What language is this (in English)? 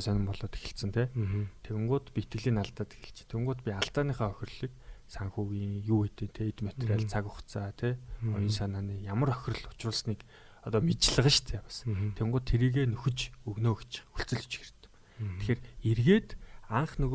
Mongolian